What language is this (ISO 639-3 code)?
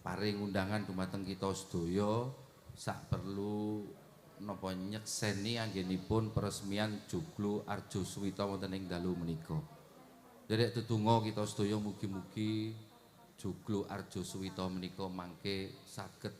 jav